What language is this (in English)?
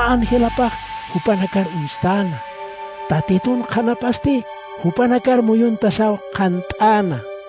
Aymara